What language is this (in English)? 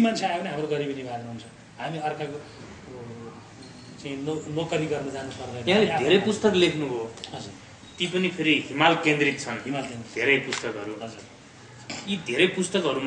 Nepali